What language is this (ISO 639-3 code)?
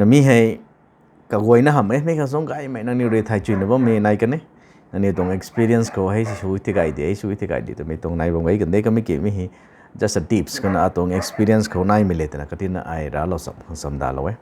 nbu